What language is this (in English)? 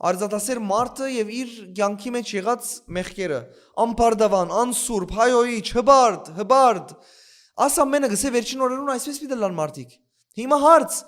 Western Armenian